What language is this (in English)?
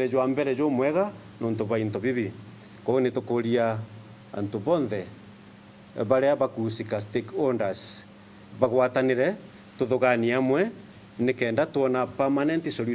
Meru